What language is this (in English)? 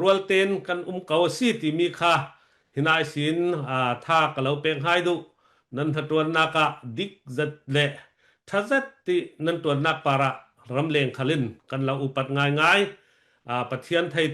Falam Chin